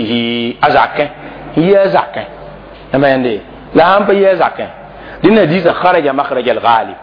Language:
Mossi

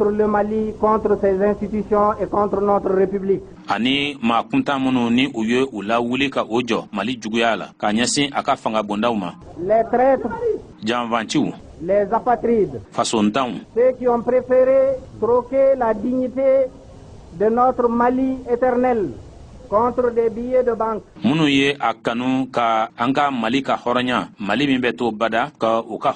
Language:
Bambara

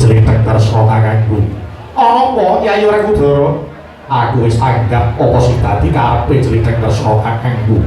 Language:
Javanese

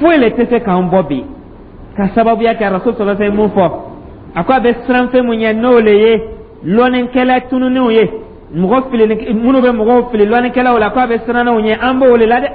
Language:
Dyula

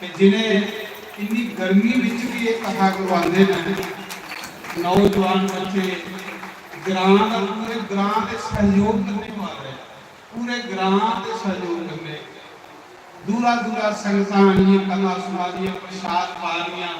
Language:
Dogri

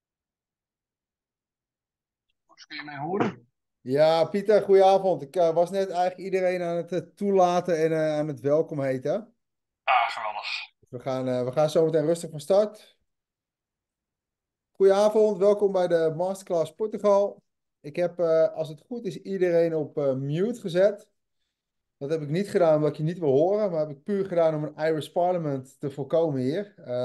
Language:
Dutch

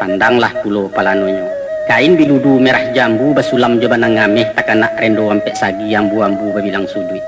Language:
Minangkabau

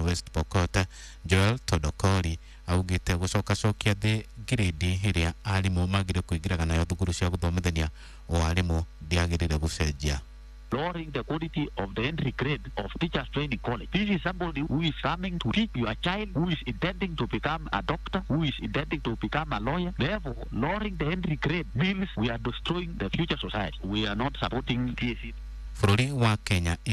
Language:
Kikuyu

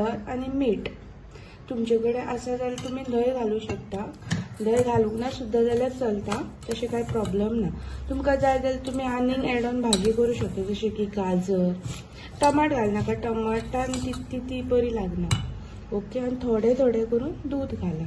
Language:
Konkani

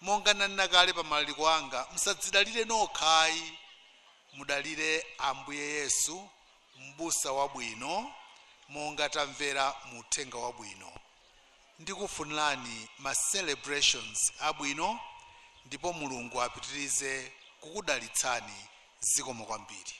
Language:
Nyanja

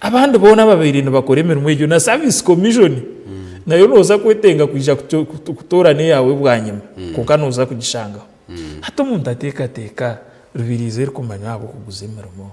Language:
Nyankole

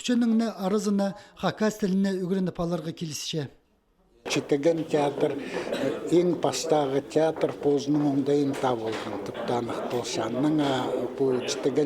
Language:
Khakas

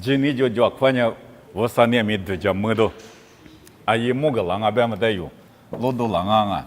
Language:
Lisu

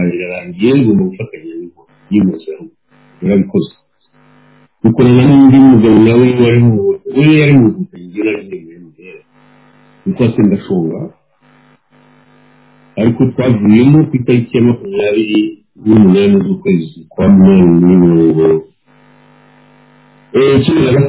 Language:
Kinyarwanda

